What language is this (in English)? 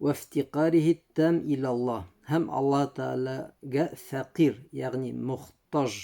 Bashkir